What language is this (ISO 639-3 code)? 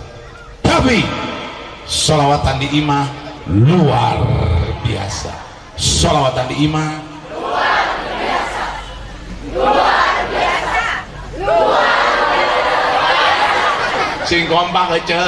sun